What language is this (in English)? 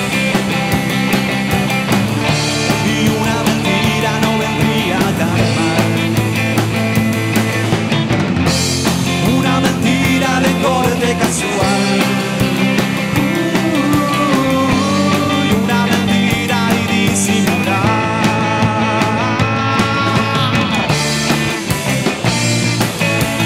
Spanish